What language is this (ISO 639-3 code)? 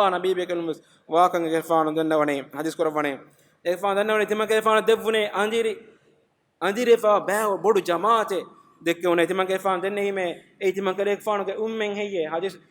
div